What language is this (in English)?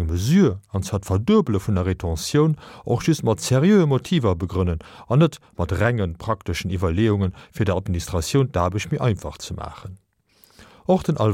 Luxembourgish